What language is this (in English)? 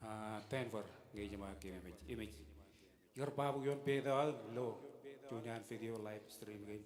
Marshallese